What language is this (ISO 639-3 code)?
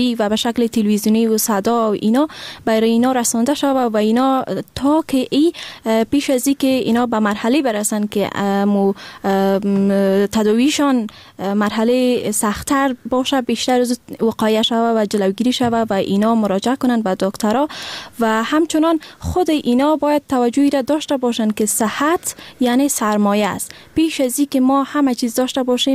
fas